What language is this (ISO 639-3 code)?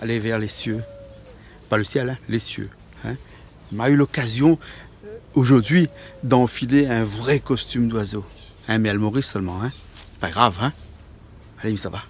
rcf